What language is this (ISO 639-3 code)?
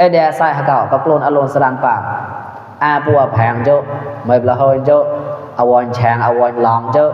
mnw